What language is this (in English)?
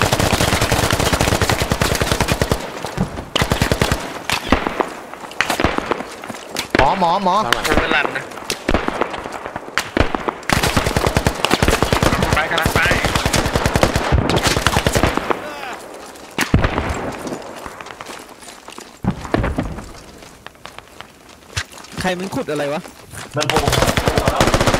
Thai